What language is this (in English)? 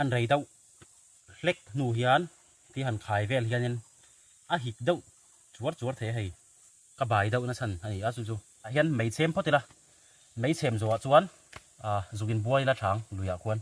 Mizo